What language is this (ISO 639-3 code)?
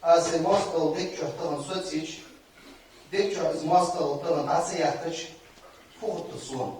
inh